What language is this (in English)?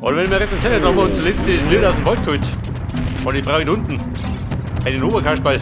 Bavarian